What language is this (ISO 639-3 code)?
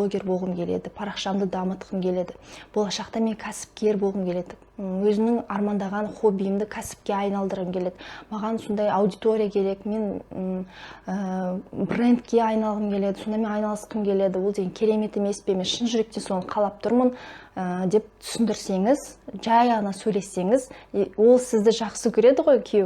kaz